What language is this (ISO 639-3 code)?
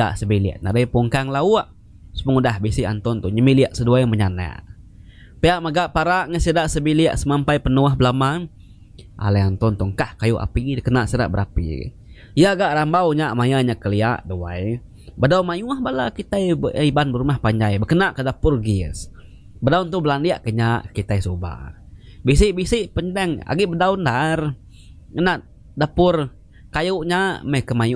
iba